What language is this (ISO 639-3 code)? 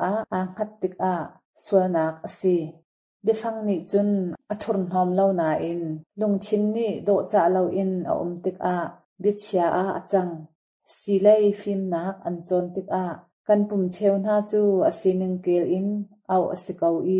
cnh